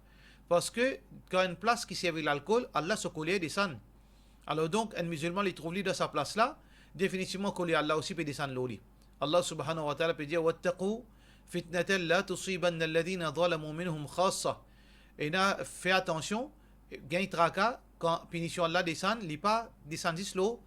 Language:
Morisyen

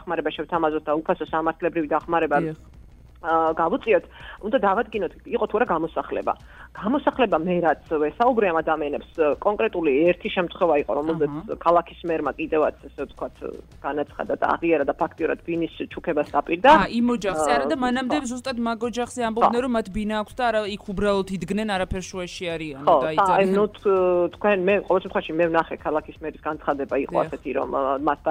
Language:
Georgian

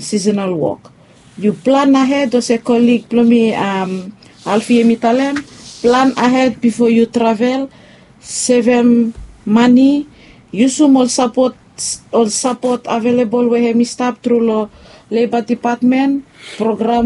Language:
Bislama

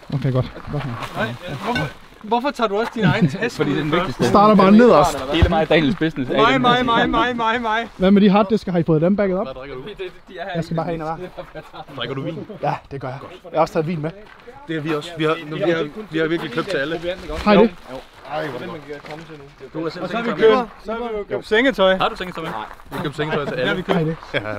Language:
Danish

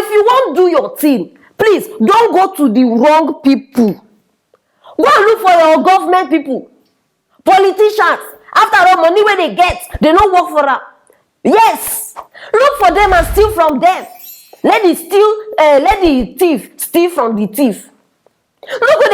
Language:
Nigerian Pidgin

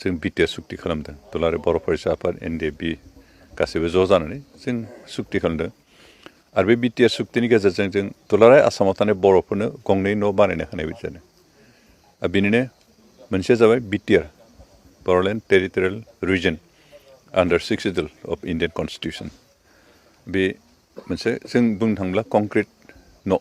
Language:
Bodo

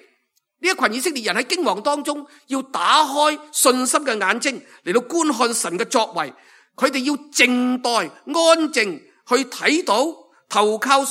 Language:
Cantonese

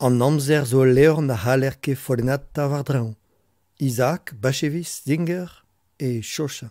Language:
Breton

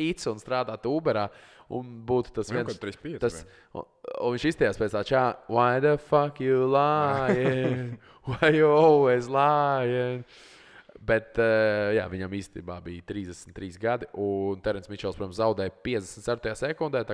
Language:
Latvian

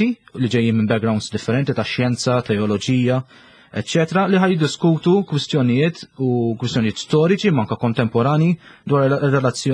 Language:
Maltese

